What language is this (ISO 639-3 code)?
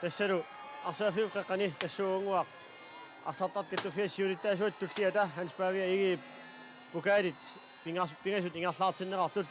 kal